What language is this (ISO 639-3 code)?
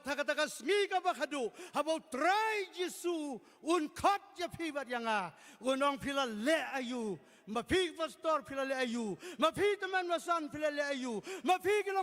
kha